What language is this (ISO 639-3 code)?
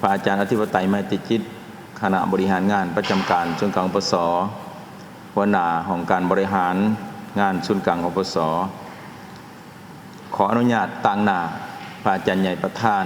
lao